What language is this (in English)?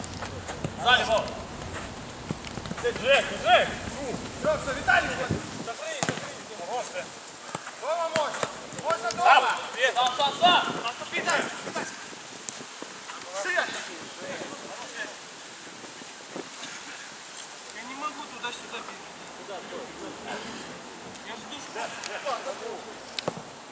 Russian